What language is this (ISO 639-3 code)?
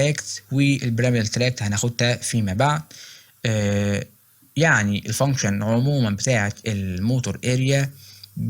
arz